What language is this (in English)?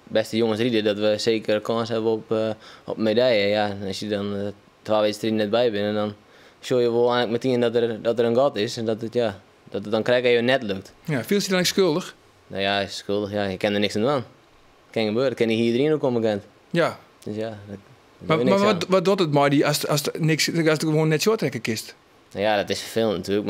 Western Frisian